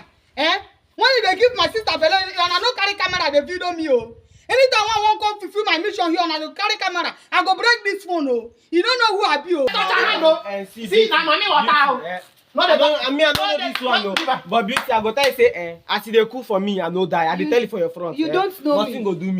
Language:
Nigerian Pidgin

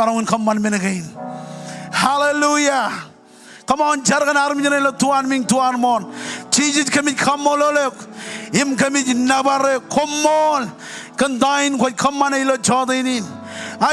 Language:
Marshallese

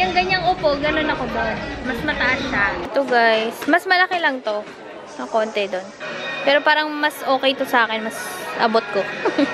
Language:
Filipino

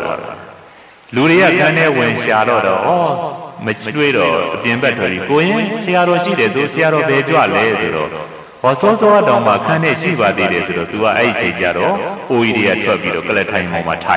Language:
Burmese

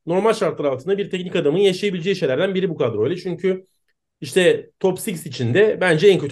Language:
Turkish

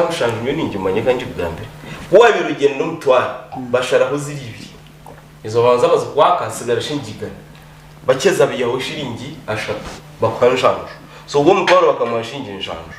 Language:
Nyankole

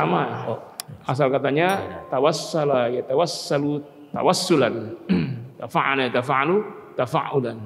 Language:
Indonesian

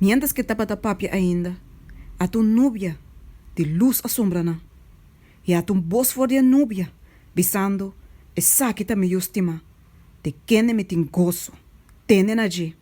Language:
Papiamento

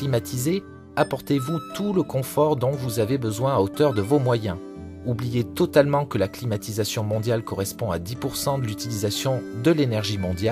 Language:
French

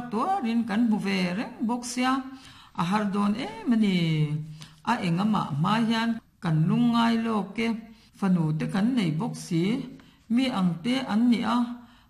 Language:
Mizo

